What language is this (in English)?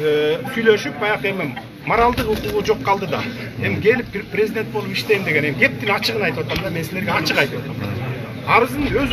Kyrgyz